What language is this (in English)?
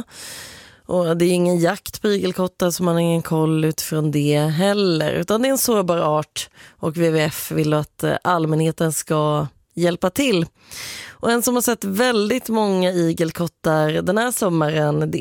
Swedish